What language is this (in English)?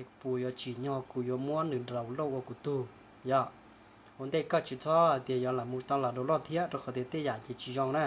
Hmong